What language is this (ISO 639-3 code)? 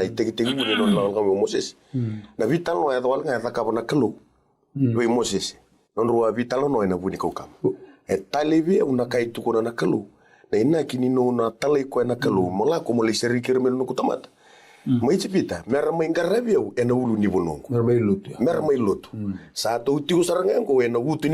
fij